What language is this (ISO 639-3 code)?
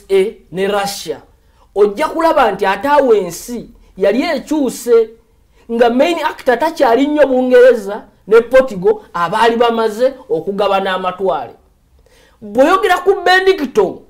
lug